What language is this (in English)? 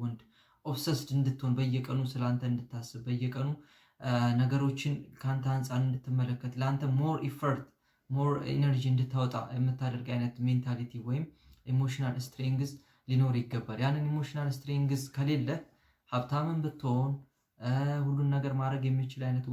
Amharic